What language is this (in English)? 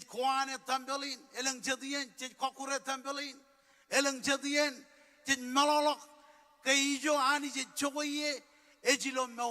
Marshallese